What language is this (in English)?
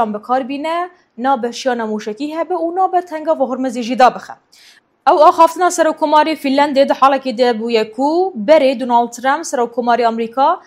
Kurdish